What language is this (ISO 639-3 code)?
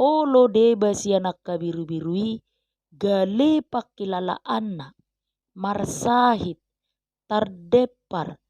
bbc